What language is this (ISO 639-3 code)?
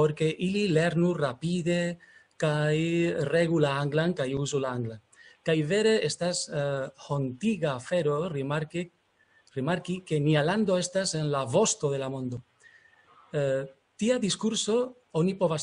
epo